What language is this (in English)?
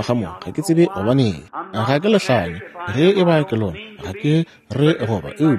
Northern Sotho